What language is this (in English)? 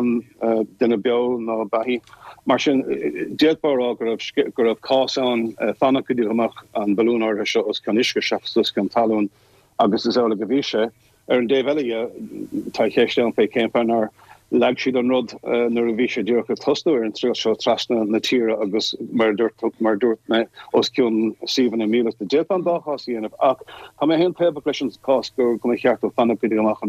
Irish